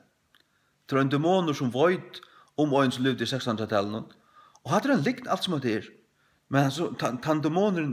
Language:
Faroese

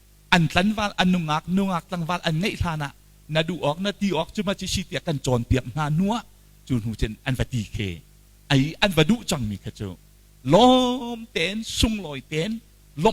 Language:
Hakha Chin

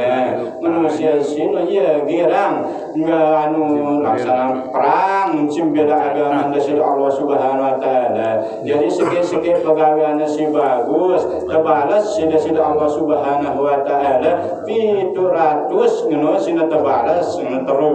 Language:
Sasak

